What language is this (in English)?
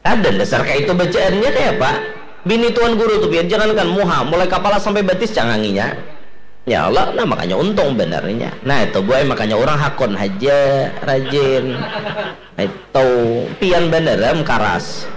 Banjar